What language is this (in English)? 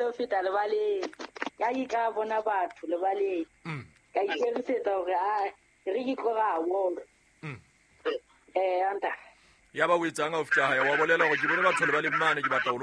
Southern Sotho